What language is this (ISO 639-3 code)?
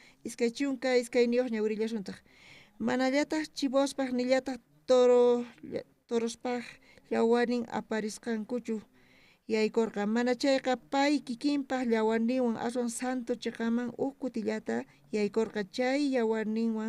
quh